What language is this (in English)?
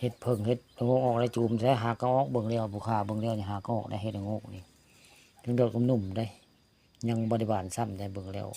Northeastern Thai